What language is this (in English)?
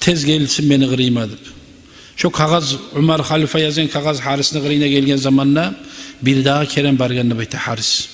Kumyk